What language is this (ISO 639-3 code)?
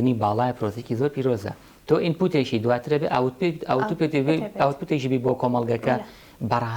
ckb